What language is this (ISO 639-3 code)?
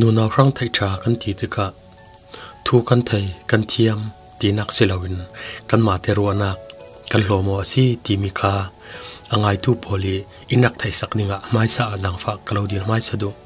cfm